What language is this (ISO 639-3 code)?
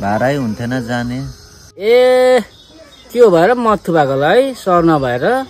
nep